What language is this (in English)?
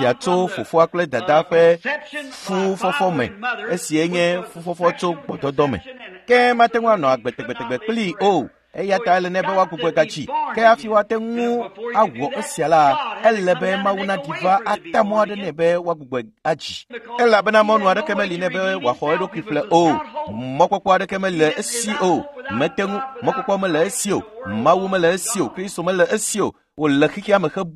Ewe